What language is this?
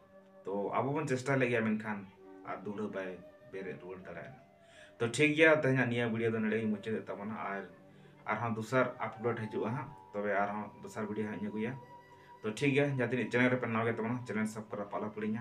Santali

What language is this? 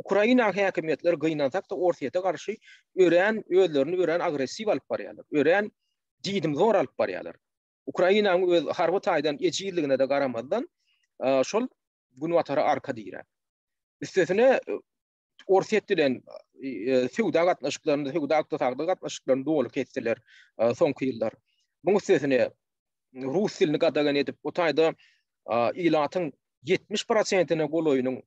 Turkmen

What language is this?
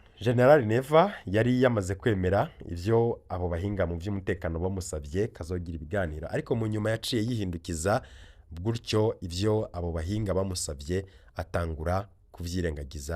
Rundi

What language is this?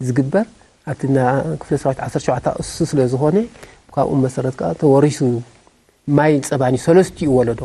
Tigrinya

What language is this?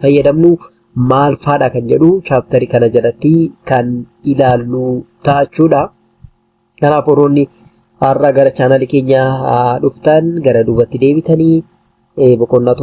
Oromo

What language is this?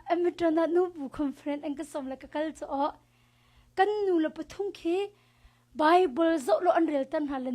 Hakha Chin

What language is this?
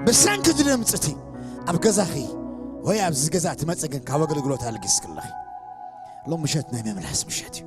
Tigrinya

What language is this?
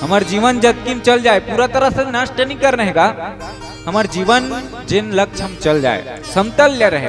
Chhattisgarhi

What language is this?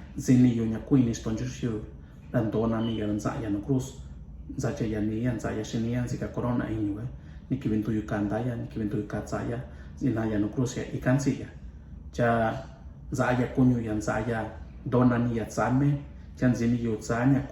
Mixtepec Mixtec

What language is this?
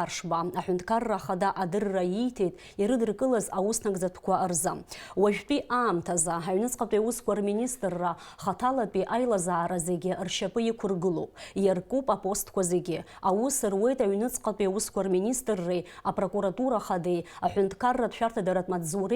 Abkhazian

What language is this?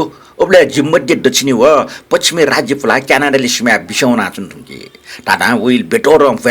Newari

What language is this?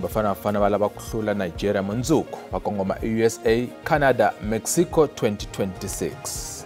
Tsonga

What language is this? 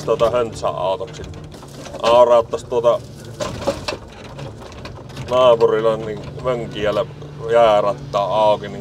Finnish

